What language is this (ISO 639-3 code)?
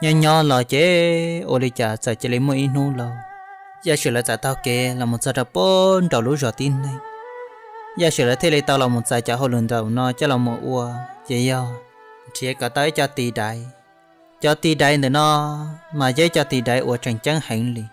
hmn